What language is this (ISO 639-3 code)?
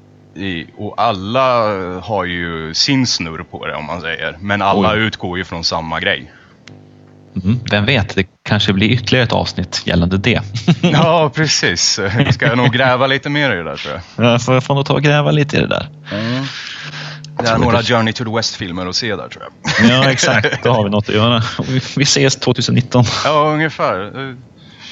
swe